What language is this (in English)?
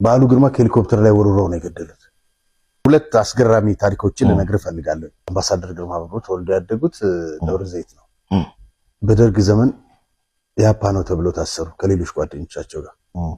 Amharic